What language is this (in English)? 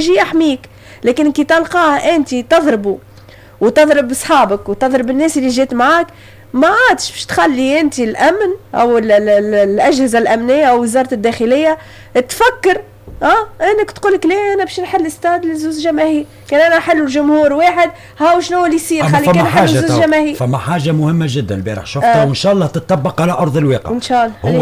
Tunisian Arabic